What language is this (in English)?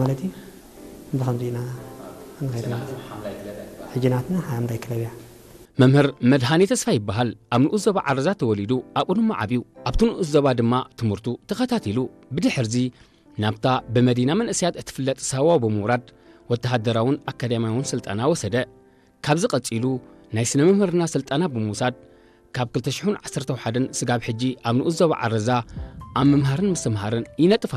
Tigrinya